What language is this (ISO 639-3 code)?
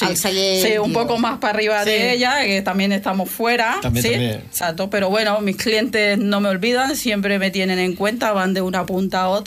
cat